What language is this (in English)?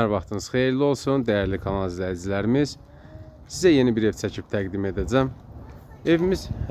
Azerbaijani